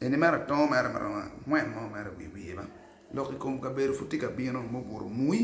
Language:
Acoli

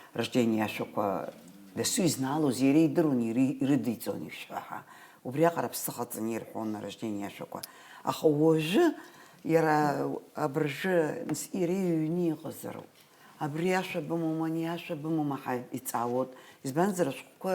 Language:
Abkhazian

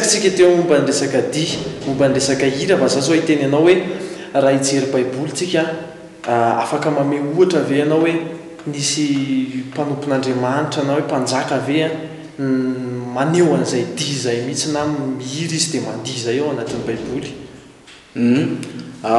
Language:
Malagasy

